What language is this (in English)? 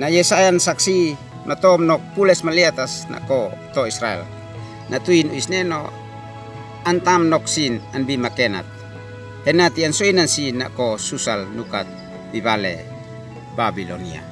Uab Meto